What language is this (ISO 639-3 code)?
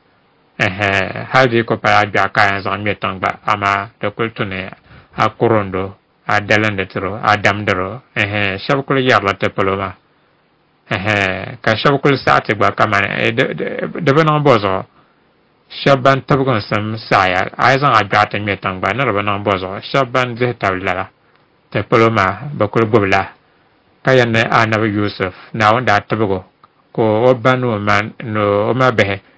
dag